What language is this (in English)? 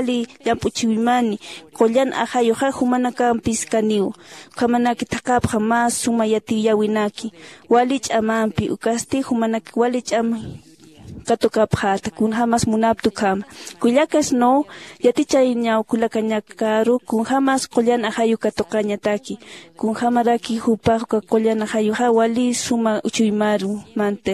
Aymara